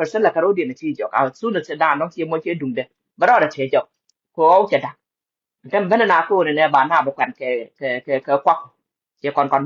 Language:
Nuer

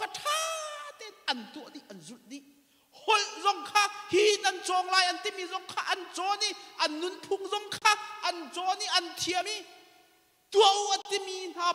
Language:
Hakha Chin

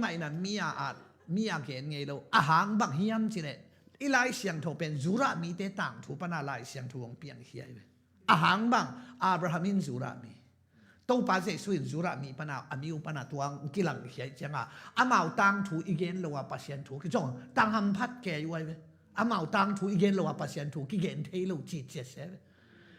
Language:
Tedim Chin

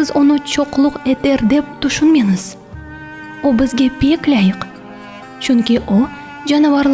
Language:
Crimean Tatar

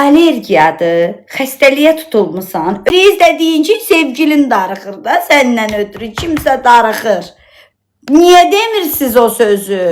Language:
Azerbaijani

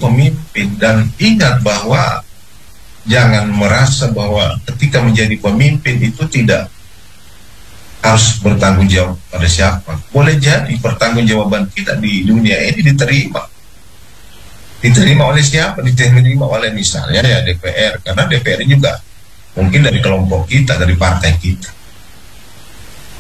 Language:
Indonesian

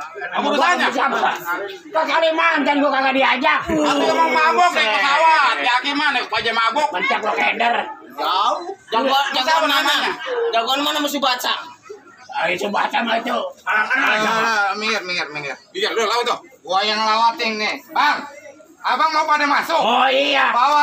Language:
Betawi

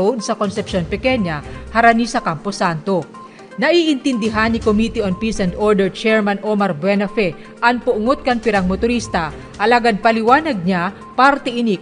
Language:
Bikol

